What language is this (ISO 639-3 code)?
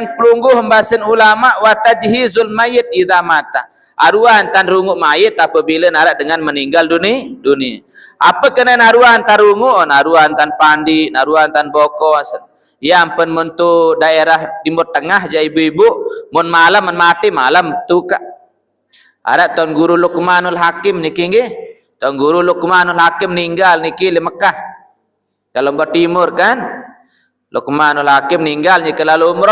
sas